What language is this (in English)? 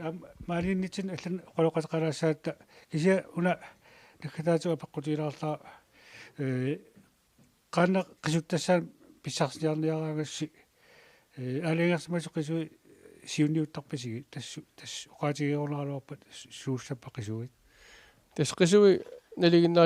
Kalaallisut